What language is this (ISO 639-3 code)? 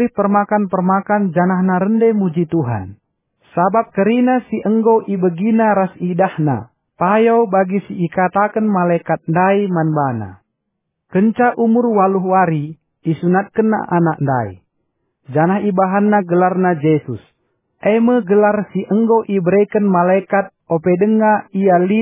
btx